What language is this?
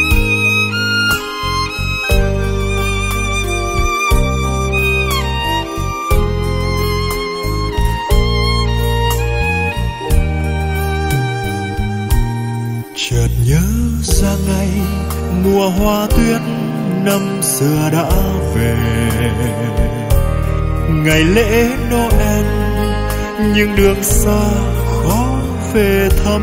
Vietnamese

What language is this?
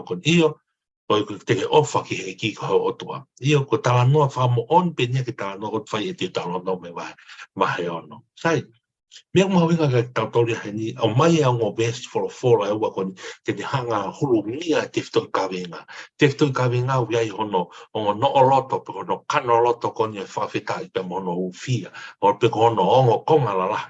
Tongan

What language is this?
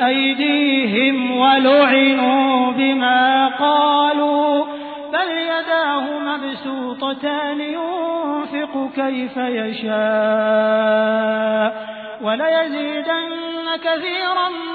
Arabic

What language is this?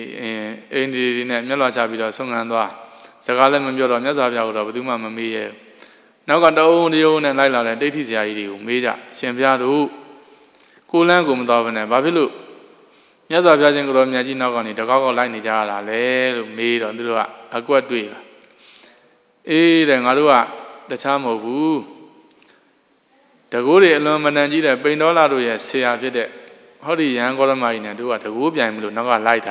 Burmese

